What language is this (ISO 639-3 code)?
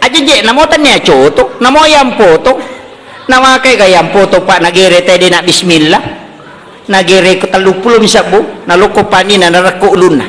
bug